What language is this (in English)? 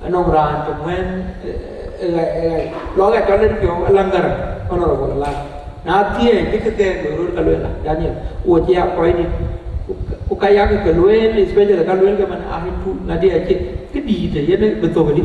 Dinka